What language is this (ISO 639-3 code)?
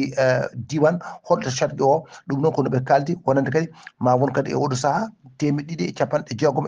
ful